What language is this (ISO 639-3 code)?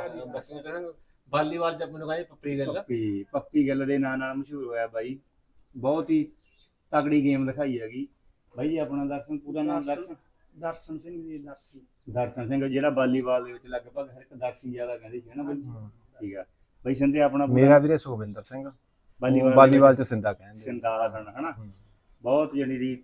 pan